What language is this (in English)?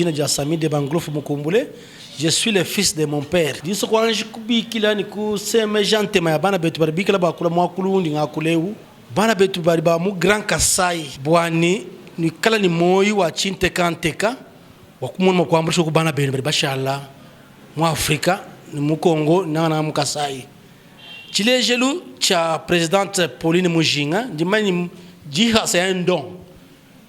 Luba-Lulua